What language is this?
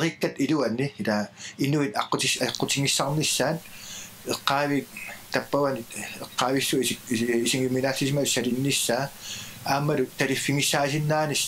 Kalaallisut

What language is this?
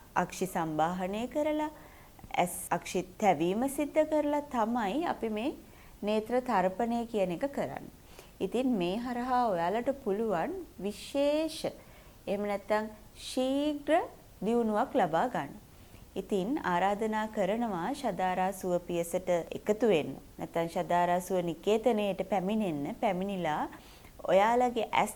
Sinhala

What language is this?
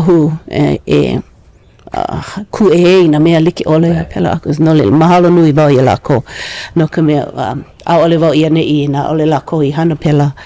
Hawaiian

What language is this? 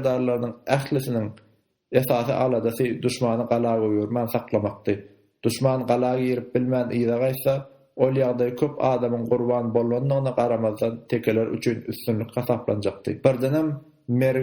Turkmen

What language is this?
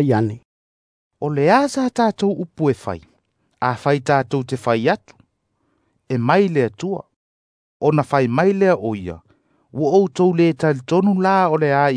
Samoan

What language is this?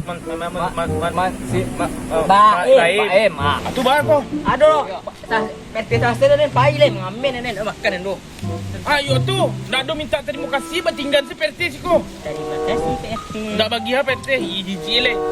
Minangkabau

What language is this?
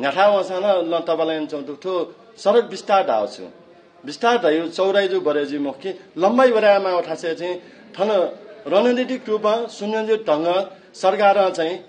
Newari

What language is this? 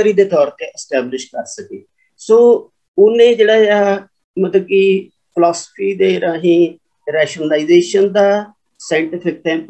Punjabi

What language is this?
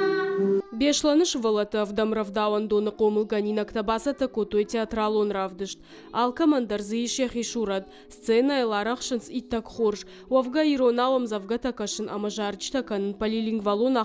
Ossetic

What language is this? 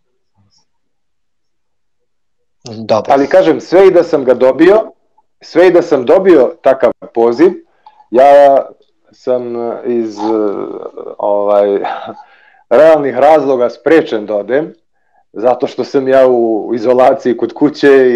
Serbian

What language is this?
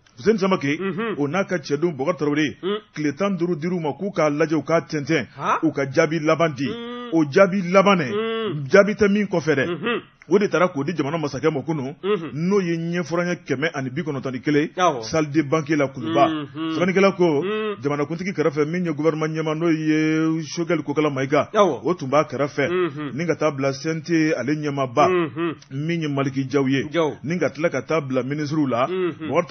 Bambara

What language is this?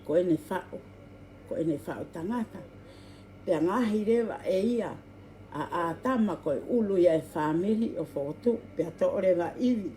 Tongan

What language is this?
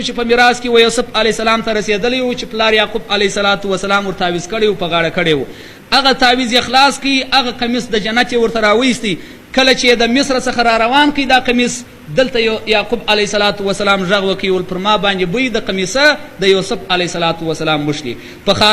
Pashto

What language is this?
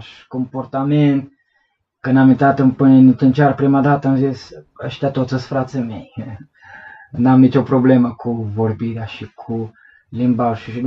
Romanian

